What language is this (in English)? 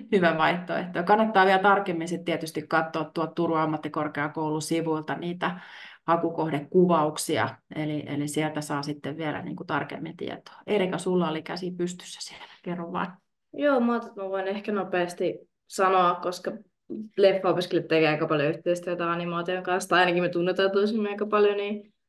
Finnish